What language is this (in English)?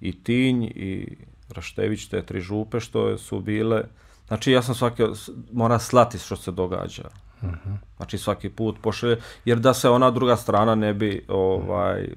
Bosnian